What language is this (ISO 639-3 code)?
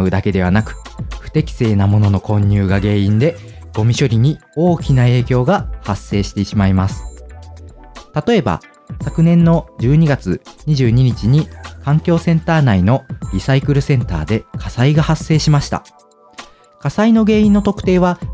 jpn